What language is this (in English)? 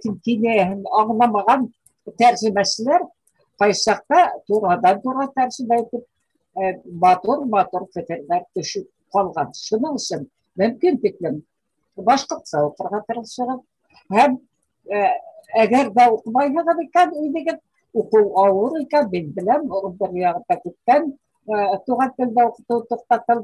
Bashkir